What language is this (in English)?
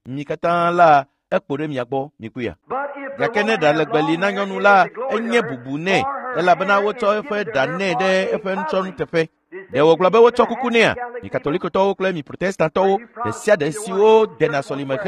Ewe